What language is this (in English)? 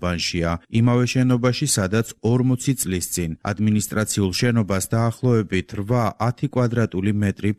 Georgian